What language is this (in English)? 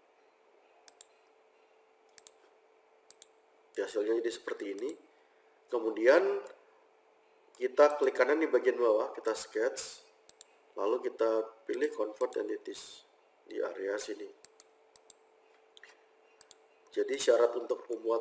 Indonesian